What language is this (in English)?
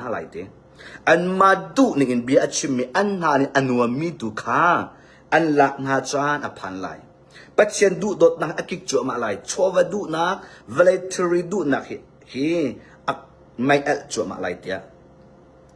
Hakha Chin